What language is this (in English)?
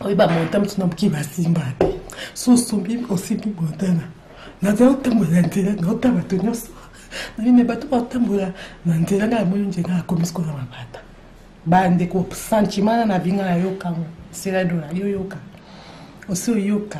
Lingala